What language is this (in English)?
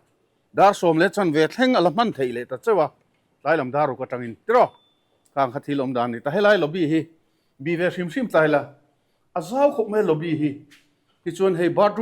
Mizo